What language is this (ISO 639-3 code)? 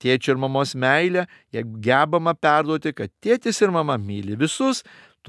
lit